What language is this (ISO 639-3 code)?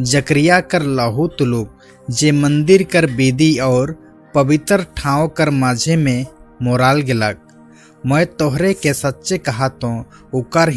sck